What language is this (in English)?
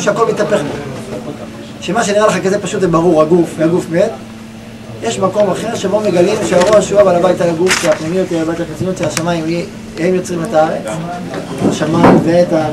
Hebrew